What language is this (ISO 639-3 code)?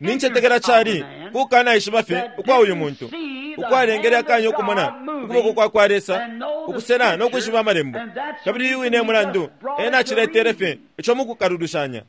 bem